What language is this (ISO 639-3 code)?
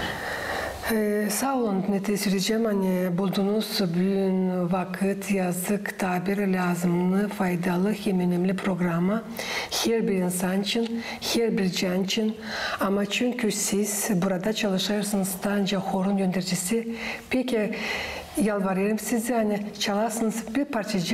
gag